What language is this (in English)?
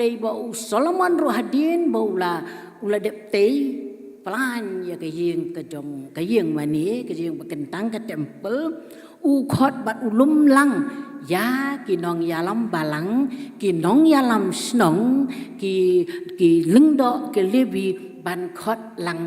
Khasi